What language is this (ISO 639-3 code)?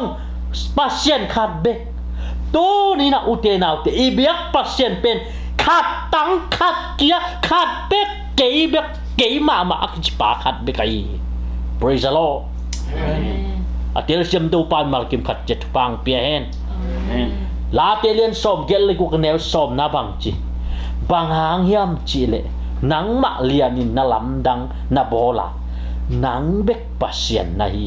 ctd